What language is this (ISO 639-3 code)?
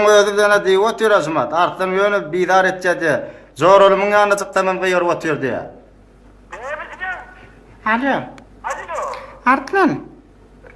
tuk